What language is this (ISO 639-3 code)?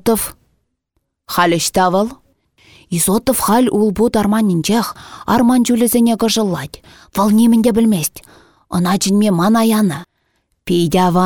chv